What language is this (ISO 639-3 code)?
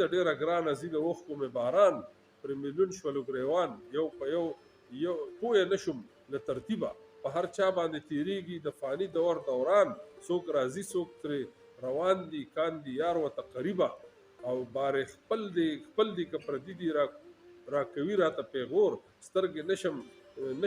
pus